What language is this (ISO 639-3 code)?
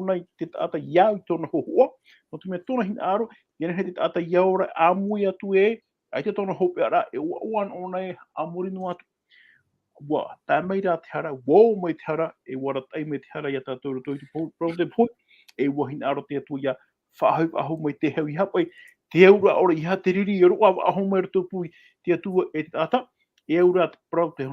tah